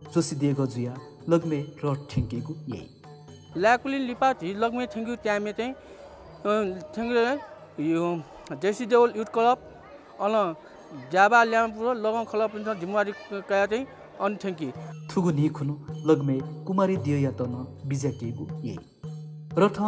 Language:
Newari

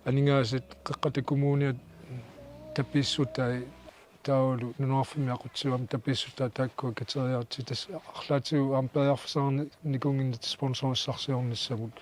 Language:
Kalaallisut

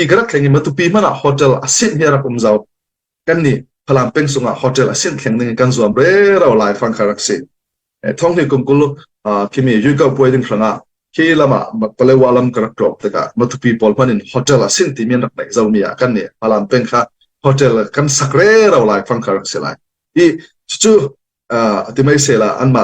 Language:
Falam Chin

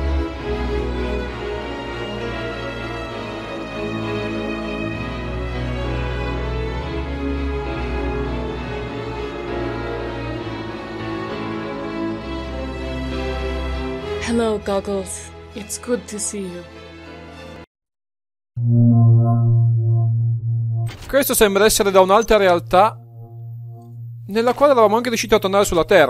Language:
Italian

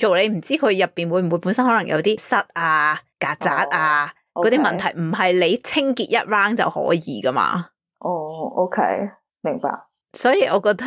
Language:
Cantonese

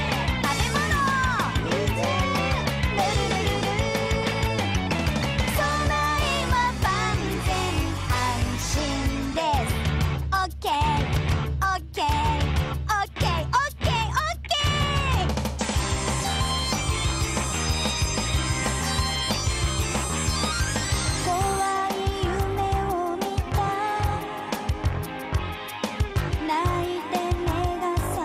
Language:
Japanese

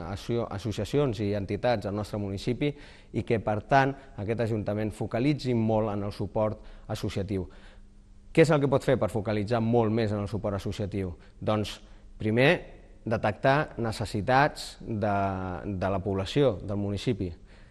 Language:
Catalan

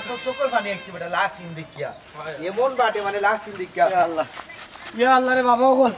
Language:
Sylheti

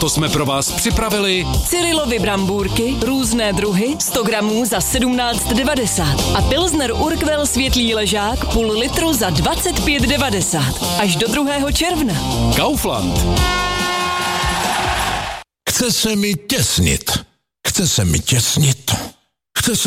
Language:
Czech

